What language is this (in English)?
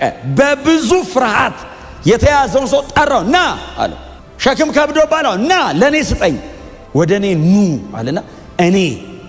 Amharic